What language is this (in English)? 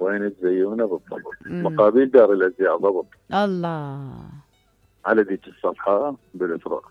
Mesopotamian Arabic